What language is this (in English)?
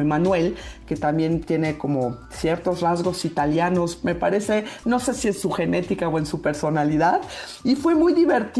Spanish